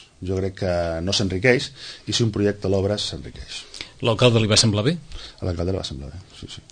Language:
Catalan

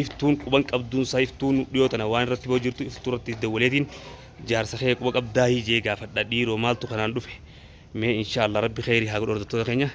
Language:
Oromo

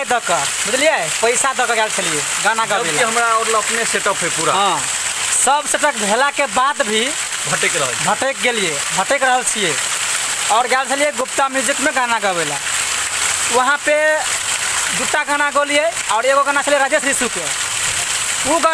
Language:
Maithili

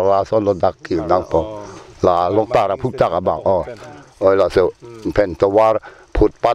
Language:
Karbi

